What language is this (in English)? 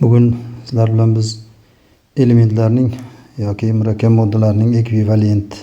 Uzbek